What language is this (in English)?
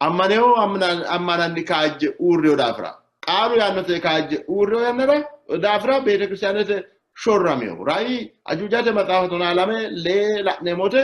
Sidamo